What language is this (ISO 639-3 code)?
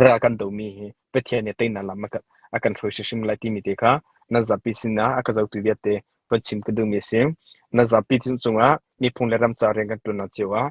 cnh